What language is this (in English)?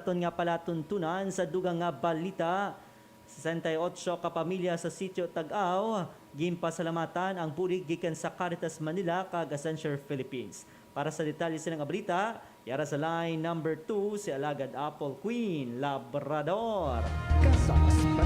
Hiligaynon